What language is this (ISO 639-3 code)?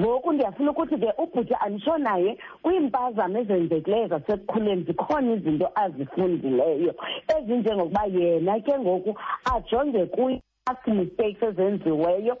xho